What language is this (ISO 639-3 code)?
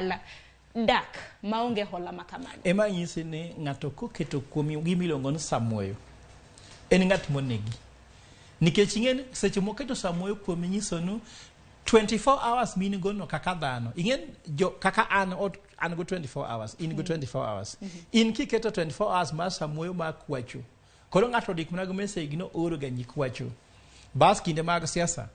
luo